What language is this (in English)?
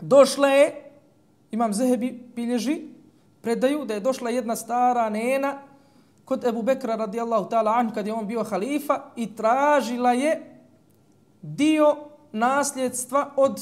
Bosnian